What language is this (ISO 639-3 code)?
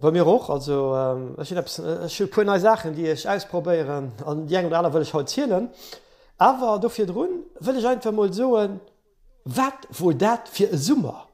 ltz